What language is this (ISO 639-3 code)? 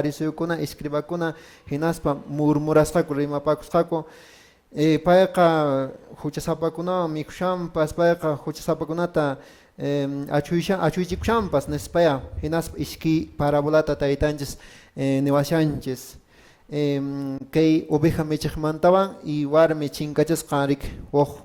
que